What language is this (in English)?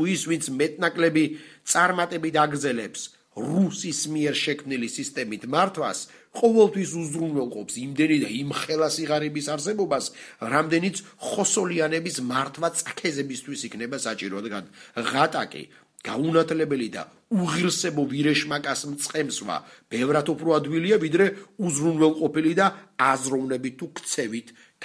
Georgian